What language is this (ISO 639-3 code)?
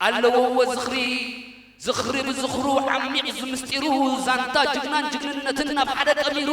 tir